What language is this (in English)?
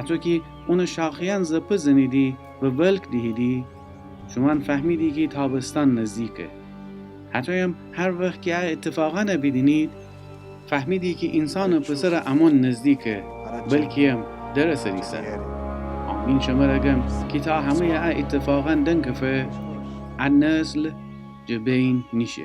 Gilaki